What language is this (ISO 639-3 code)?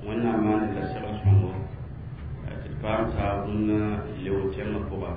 mos